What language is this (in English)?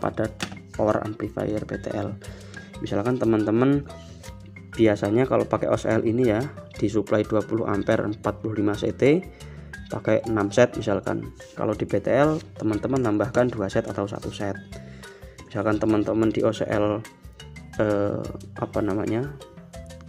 Indonesian